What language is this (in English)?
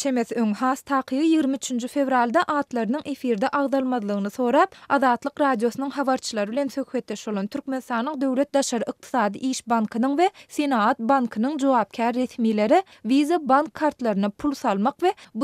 Turkmen